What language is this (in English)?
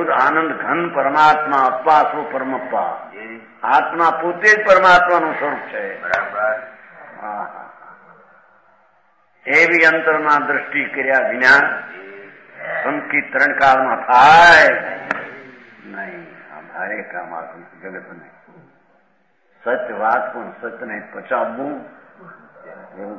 Gujarati